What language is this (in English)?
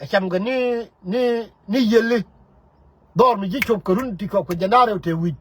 Nuer